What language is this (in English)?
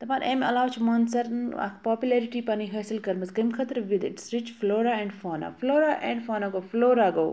Kashmiri